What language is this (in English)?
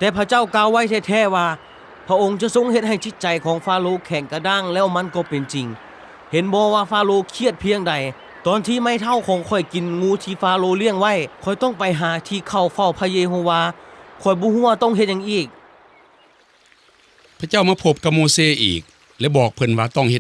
Lao